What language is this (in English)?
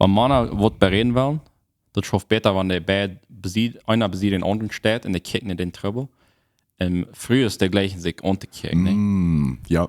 Plautdietsch